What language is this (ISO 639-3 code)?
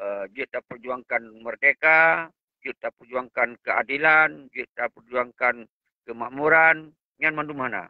ace